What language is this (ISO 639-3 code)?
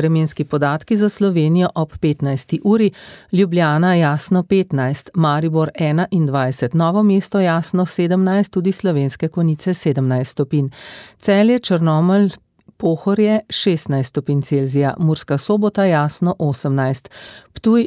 slv